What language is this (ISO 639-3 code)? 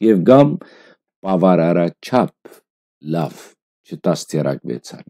hyw